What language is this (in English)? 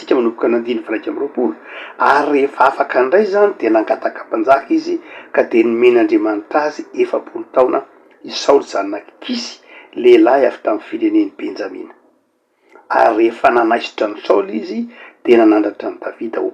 Malagasy